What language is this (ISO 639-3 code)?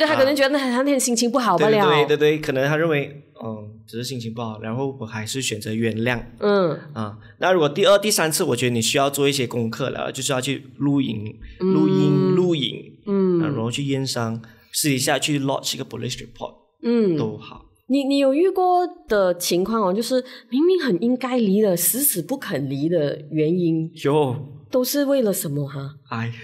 zho